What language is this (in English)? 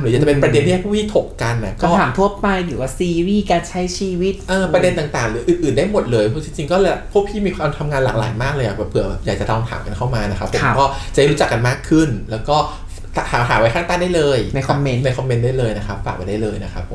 Thai